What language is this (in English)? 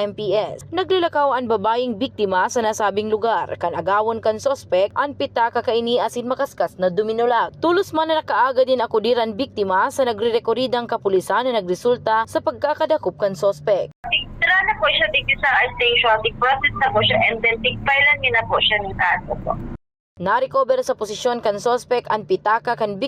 Bikol